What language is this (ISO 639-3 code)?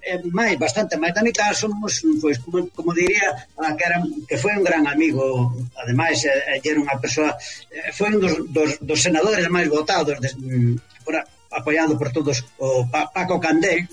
glg